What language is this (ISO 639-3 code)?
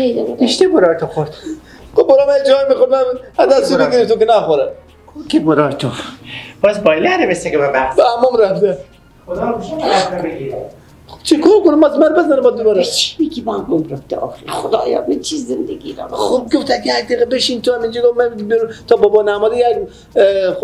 fas